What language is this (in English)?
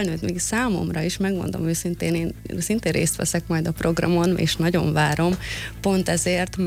Hungarian